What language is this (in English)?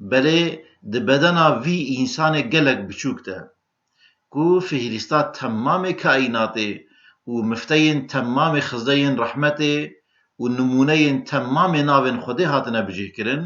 Kurdish